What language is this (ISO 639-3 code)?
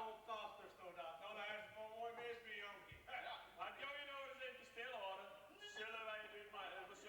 fry